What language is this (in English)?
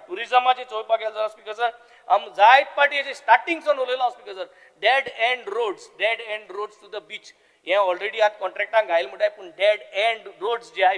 Konkani